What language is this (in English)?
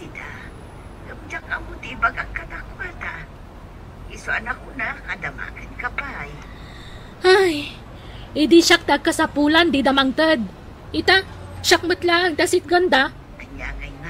Iloko